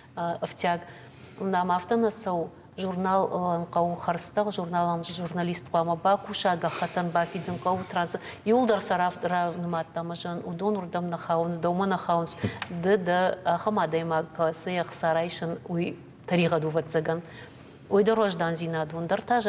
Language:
Ossetic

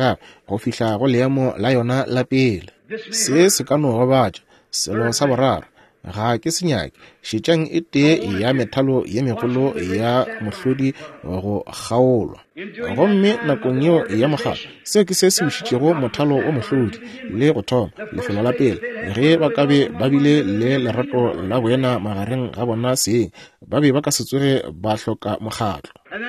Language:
Northern Sotho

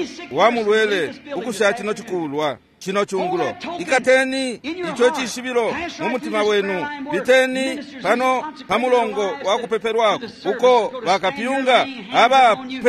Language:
Bemba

